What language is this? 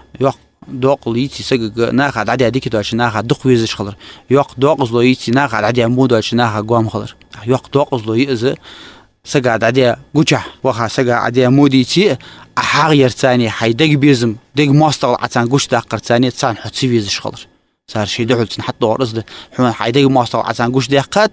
Ingush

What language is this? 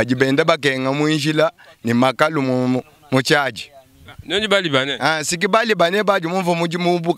Luba-Lulua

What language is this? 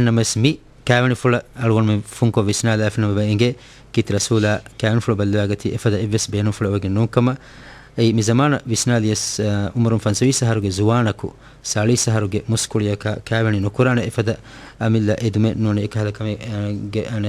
Divehi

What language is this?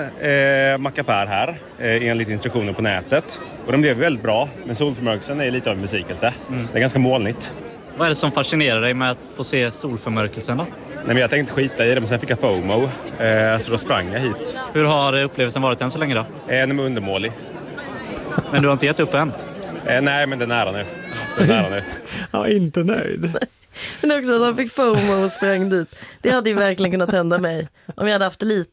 Swedish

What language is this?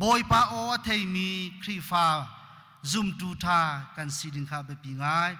Hakha Chin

